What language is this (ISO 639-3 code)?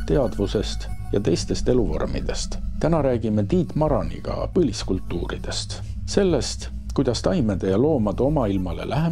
est